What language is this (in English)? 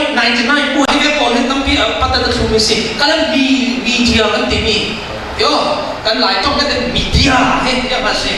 Falam Chin